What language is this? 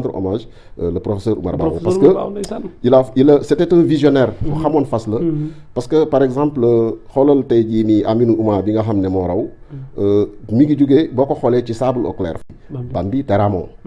Wolof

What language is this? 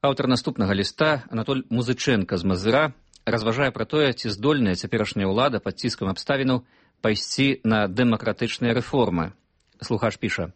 Belarusian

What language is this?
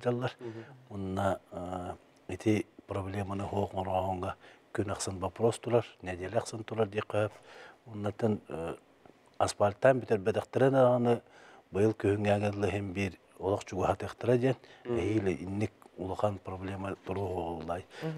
Yakut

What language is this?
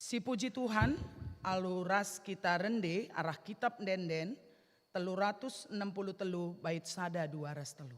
Batak Karo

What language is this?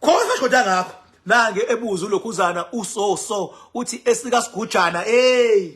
Zulu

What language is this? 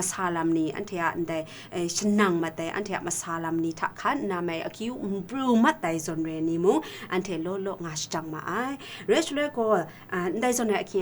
Kachin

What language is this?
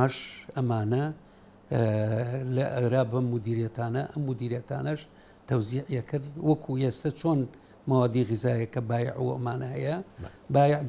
Central Kurdish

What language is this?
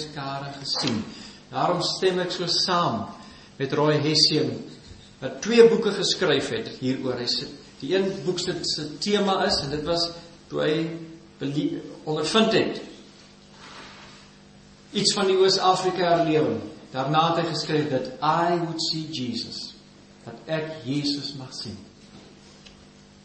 Afrikaans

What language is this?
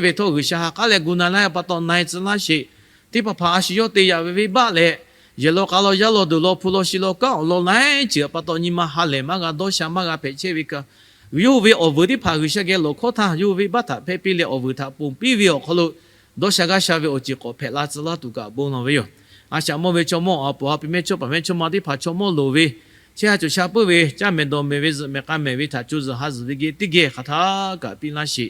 Lahu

